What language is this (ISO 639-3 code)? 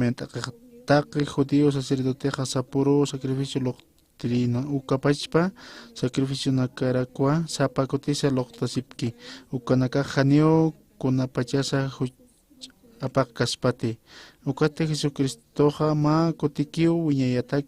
aym